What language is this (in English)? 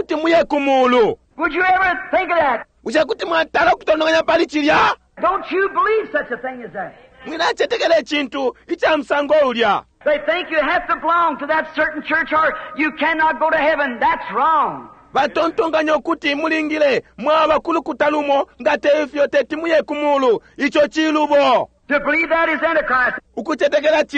Bemba